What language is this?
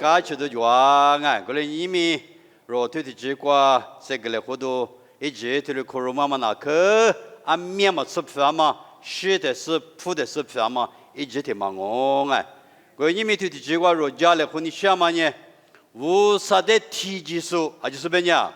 Lisu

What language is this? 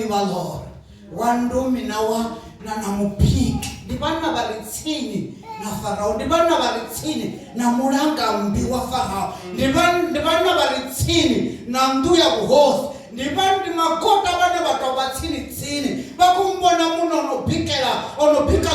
Venda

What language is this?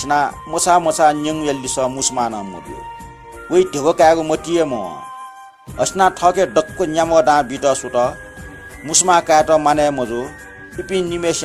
Newari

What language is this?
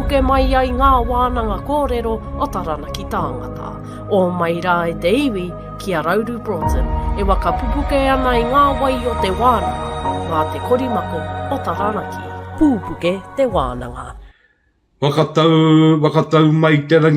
Māori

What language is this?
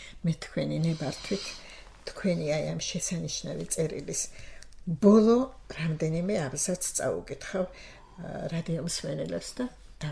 Georgian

